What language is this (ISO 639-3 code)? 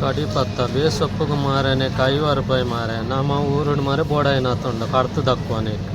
tcy